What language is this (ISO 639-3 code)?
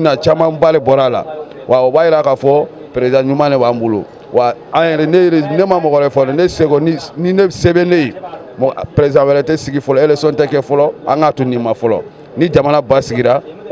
bam